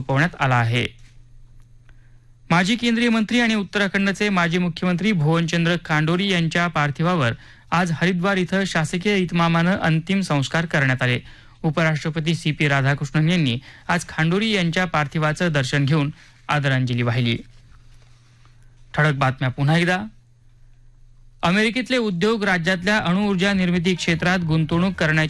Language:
Marathi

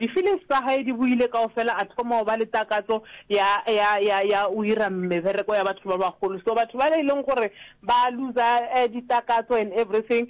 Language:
Northern Sotho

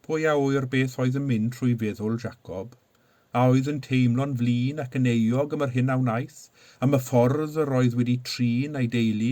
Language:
Welsh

